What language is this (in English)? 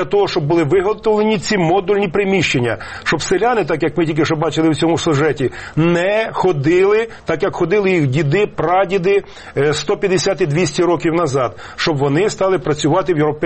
Ukrainian